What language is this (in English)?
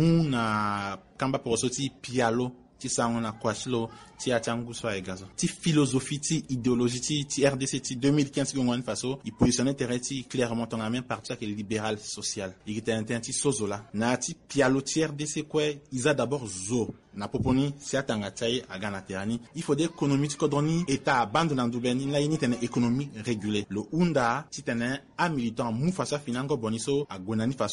Sango